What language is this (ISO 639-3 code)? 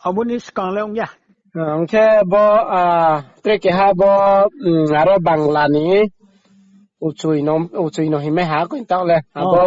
ria